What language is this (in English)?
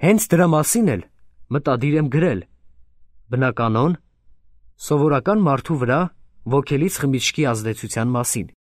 Armenian